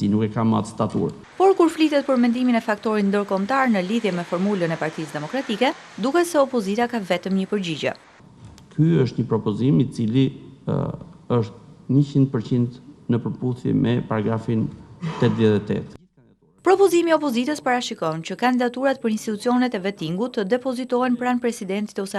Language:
Albanian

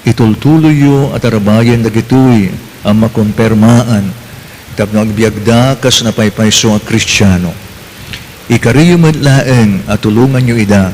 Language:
Iloko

